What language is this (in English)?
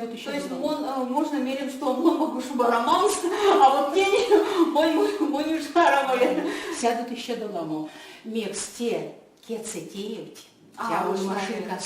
Erzya